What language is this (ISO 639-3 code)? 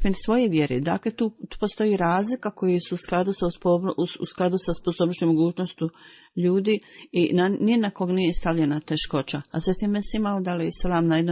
bos